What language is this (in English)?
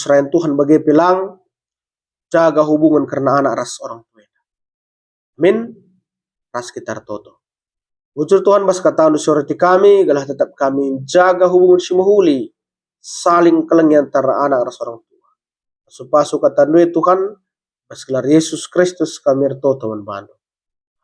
Batak Karo